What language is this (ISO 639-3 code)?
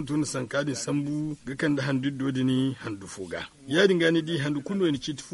dje